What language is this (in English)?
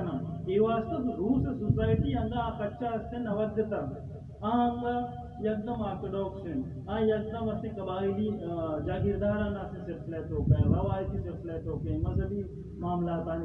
Baluchi